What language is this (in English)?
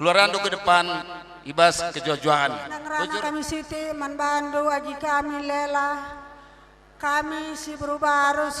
Batak Karo